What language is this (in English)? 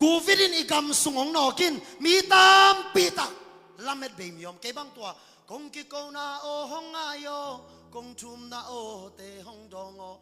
Tedim Chin